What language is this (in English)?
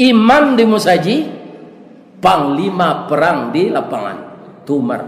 Minangkabau